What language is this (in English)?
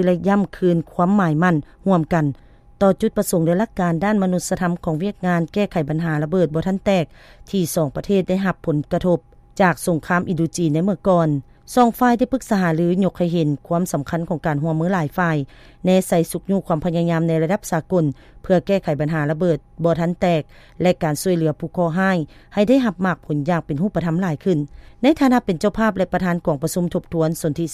Lao